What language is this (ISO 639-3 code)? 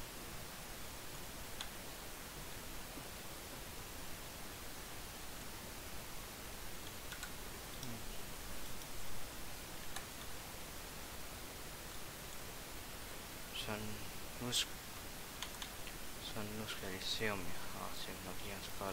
dan